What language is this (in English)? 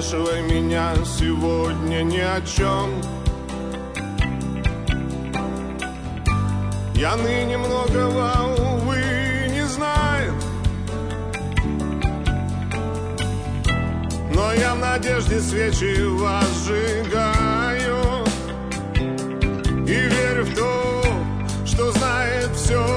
Russian